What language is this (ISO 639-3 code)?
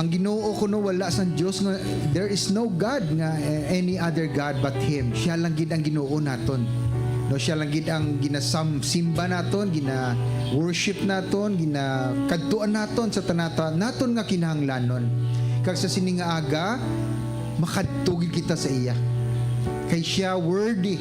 hil